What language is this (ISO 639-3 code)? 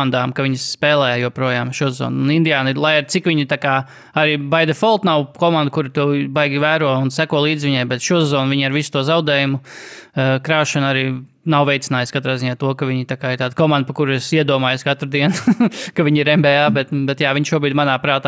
lav